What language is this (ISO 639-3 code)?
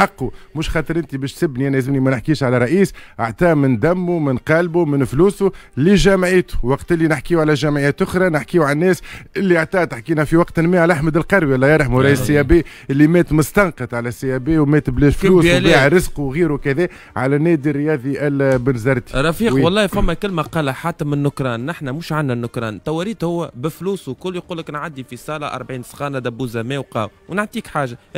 aeb